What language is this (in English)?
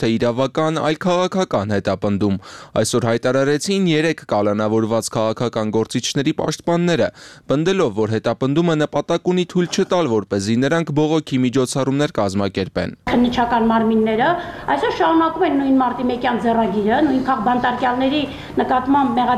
Armenian